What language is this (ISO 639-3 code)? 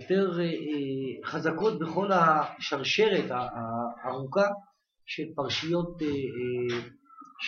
heb